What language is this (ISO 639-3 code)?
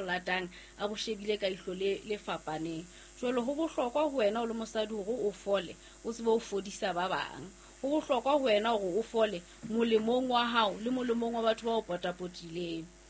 sot